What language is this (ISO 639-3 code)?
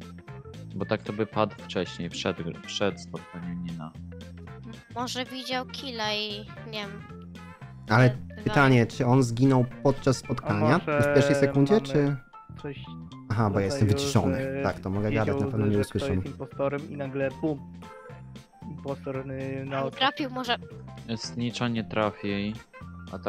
pol